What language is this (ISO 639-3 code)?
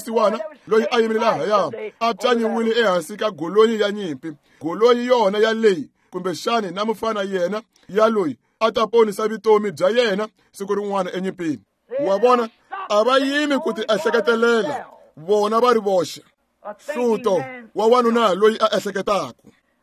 tso